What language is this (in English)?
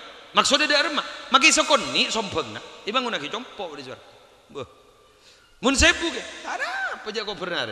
Madurese